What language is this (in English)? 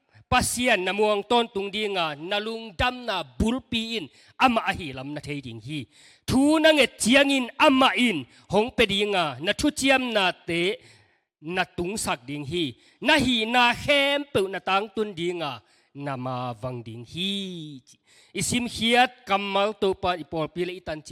Tedim Chin